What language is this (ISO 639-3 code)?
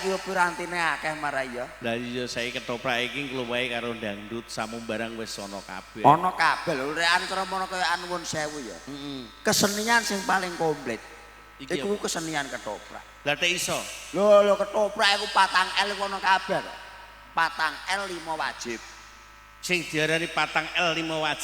jav